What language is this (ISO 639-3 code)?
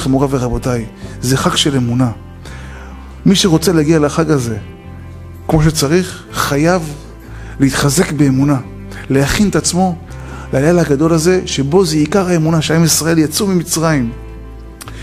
heb